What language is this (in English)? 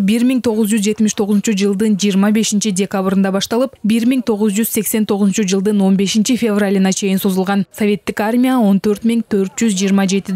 Kyrgyz